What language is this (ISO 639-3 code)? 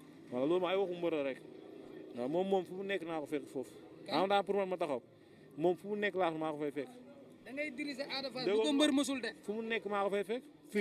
wol